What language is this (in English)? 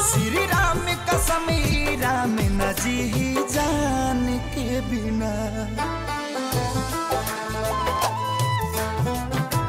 Bhojpuri